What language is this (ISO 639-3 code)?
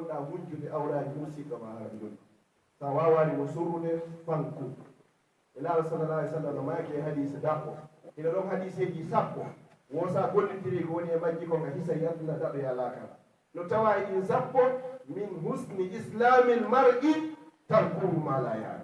ful